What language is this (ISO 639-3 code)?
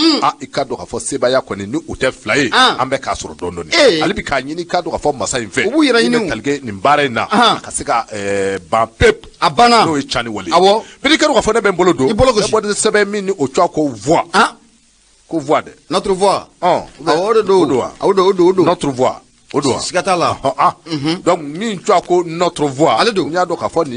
bam